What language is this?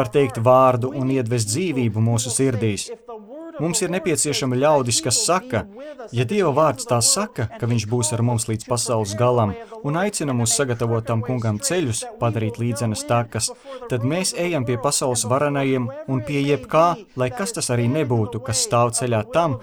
Latvian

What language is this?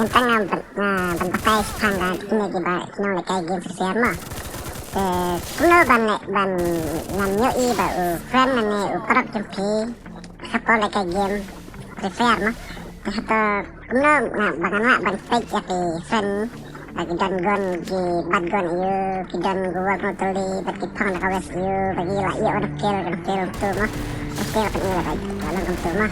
Khasi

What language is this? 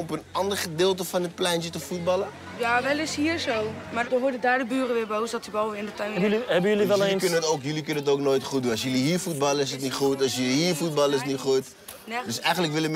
Dutch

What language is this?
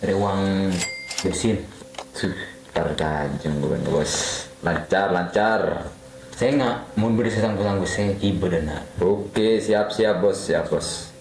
Madurese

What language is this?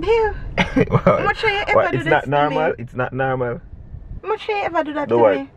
Jamaican Creole English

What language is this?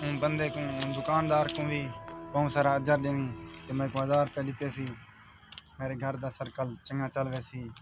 Saraiki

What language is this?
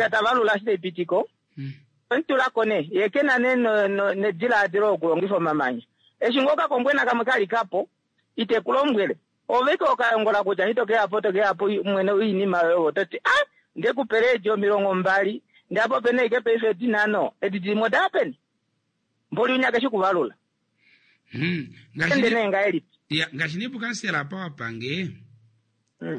Kuanyama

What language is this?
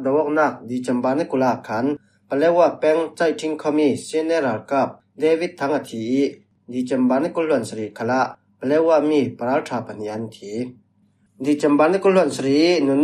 Falam Chin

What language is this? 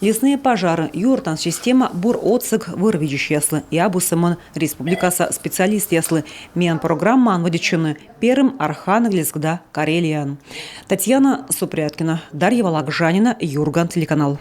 Komi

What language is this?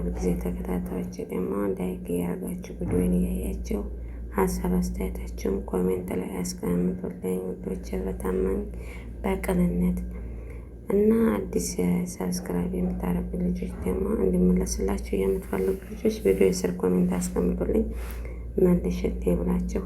Amharic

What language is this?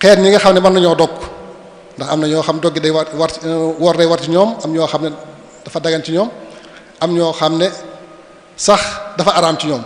Wolof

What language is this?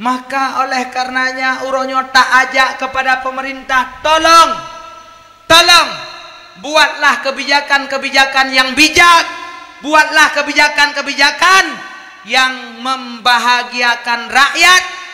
Achinese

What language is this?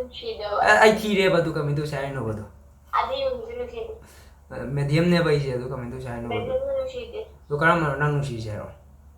Manipuri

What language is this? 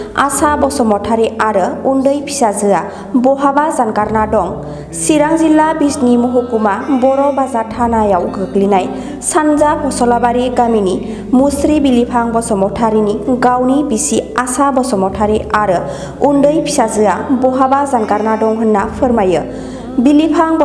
Bodo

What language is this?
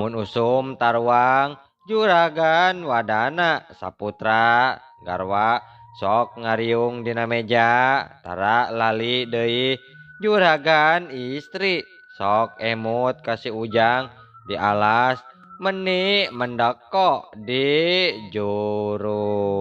Sundanese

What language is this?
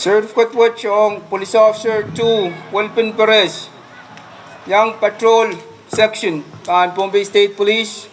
Pohnpeian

